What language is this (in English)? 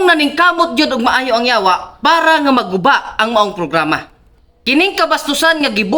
Cebuano